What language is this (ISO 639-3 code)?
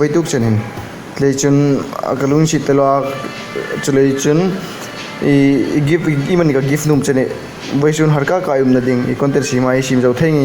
hmr